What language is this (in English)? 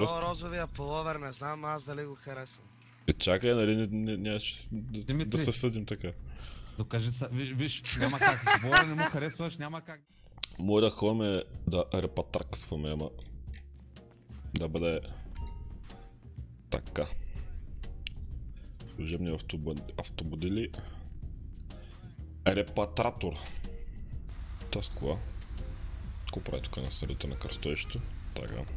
Bulgarian